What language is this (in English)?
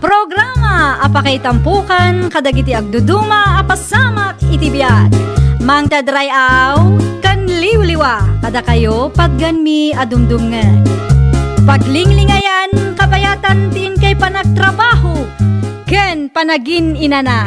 Iloko